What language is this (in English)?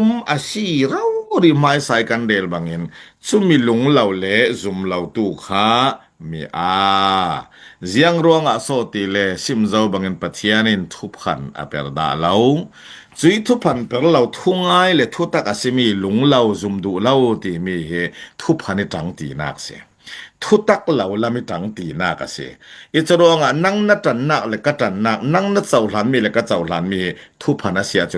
Falam Chin